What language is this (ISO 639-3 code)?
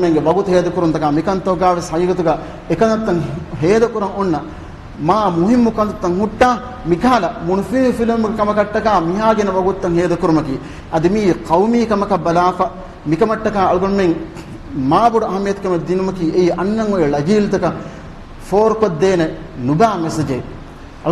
div